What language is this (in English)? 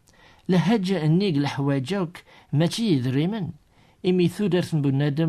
Kabyle